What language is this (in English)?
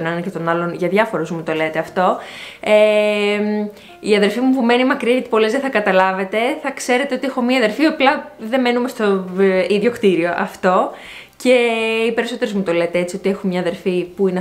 Greek